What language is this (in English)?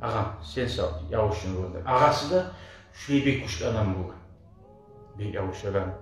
Kumyk